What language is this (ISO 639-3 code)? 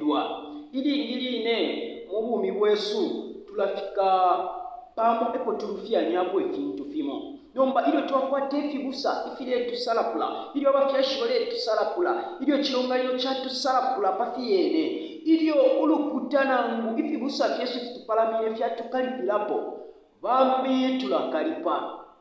bem